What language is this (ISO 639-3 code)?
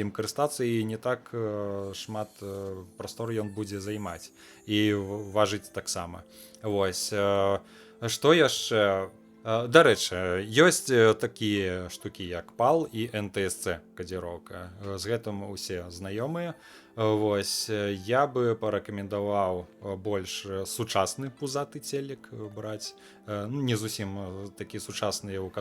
bel